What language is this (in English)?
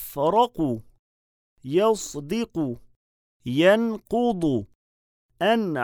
Albanian